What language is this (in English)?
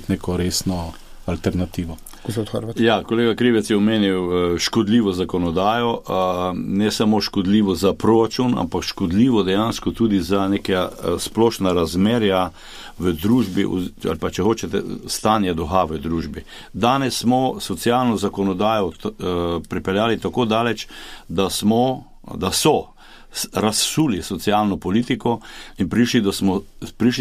Slovenian